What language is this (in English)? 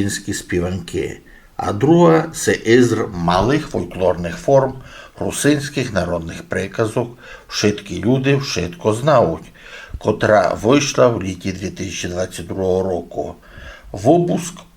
Rusyn